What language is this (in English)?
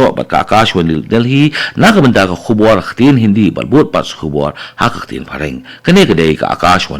Khasi